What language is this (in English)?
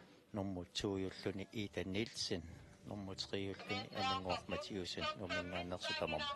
Kalaallisut